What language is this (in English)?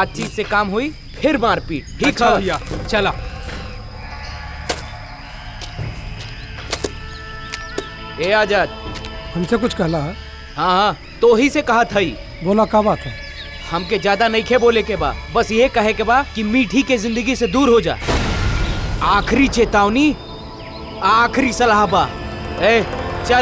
Bhojpuri